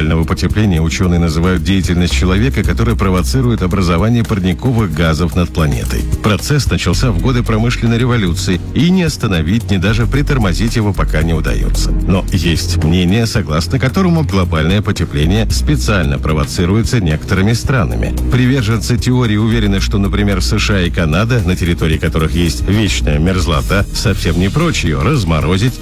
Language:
Russian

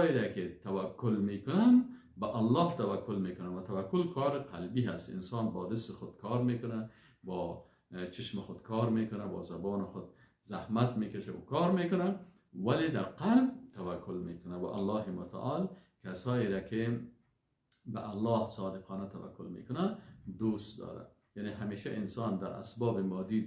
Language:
Persian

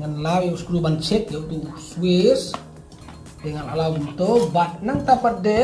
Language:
Khasi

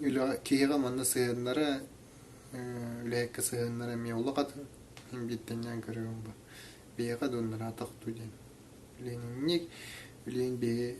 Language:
Yakut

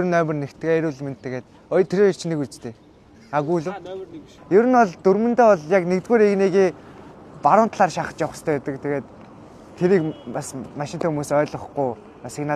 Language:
Mongolian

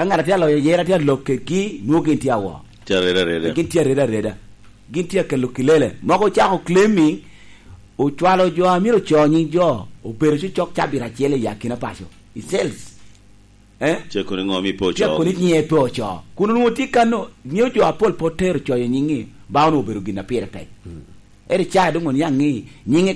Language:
Lango (Uganda)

